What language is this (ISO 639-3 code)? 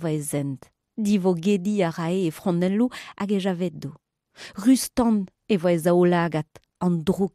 bre